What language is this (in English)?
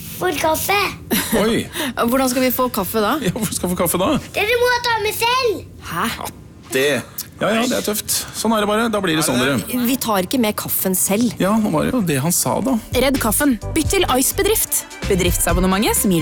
Norwegian